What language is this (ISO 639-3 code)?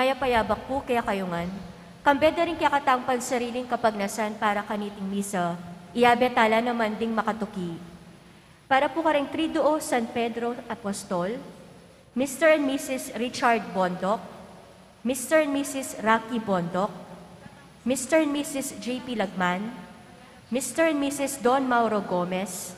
pam